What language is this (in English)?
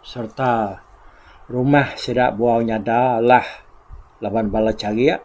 Iban